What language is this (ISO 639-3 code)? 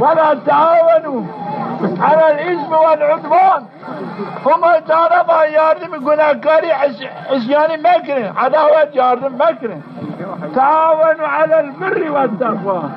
zza